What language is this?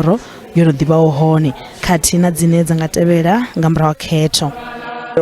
Venda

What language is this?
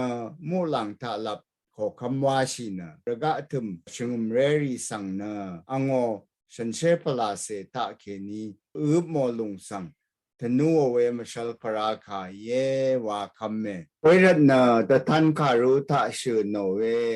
Rawang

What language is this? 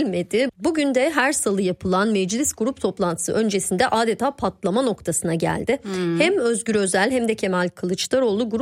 Turkish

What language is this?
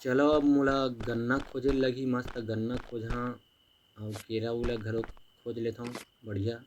Chhattisgarhi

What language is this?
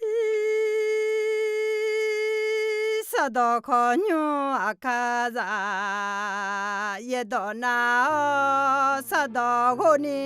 Akha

